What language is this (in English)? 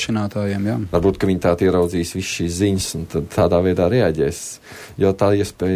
Latvian